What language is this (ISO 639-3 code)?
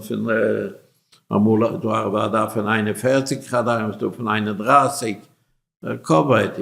yid